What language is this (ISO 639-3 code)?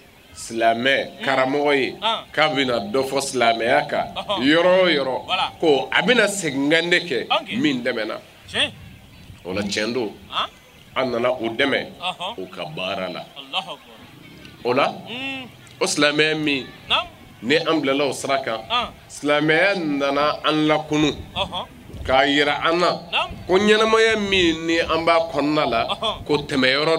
bam